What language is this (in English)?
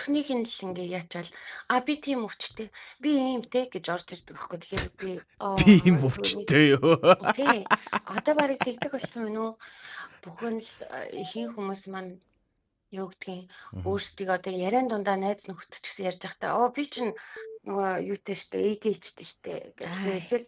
Mongolian